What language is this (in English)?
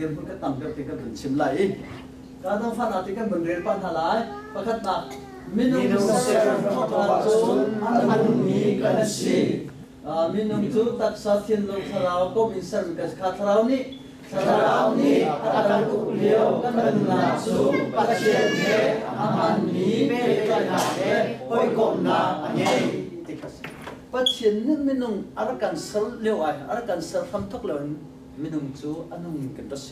Hakha Chin